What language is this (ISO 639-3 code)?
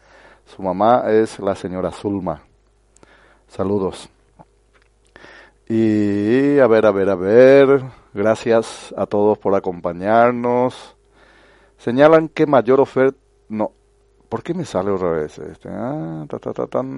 spa